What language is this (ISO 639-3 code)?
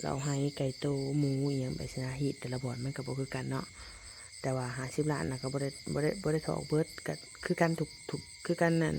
tts